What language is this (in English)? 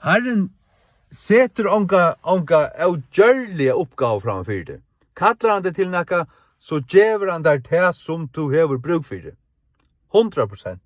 Faroese